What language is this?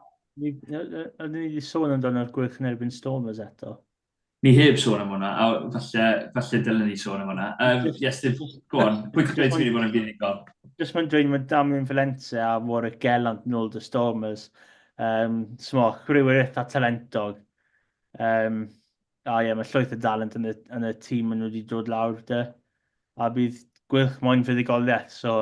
Welsh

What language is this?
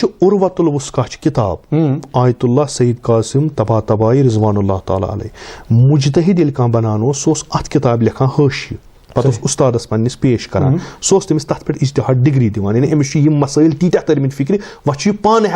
Kashmiri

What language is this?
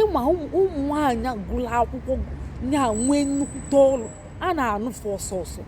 Igbo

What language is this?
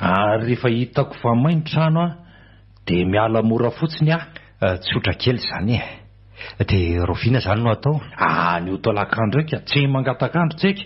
Malagasy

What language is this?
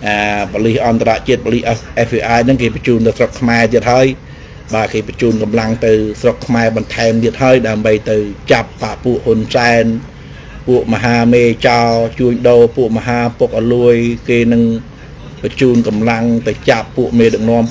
Khmer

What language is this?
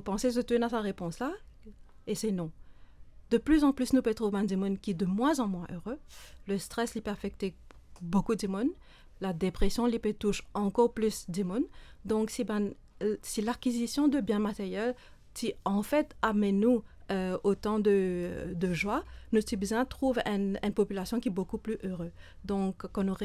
Morisyen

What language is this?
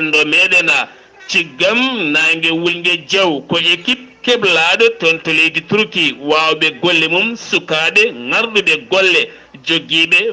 Fula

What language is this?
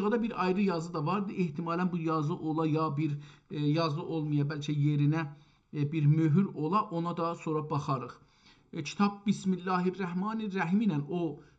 South Azerbaijani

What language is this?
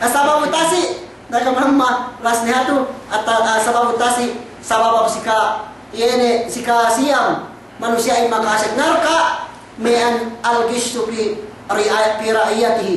Yakan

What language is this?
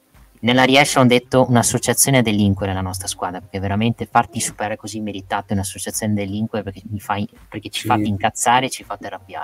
Italian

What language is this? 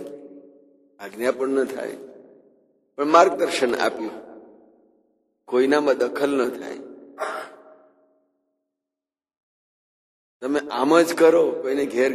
Gujarati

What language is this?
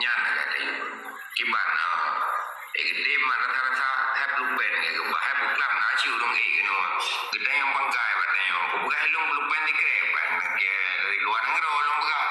Achinese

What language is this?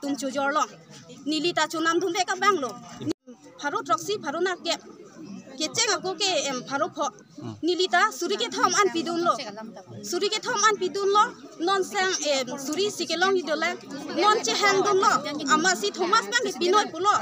Karbi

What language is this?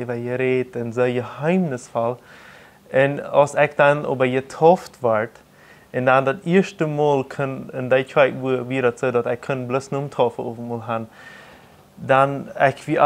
Plautdietsch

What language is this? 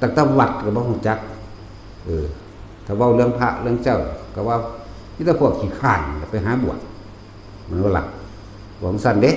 Northeastern Thai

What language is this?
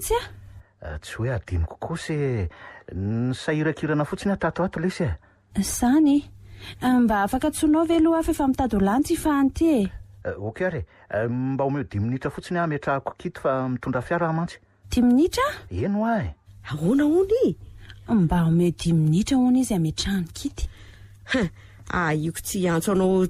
Malagasy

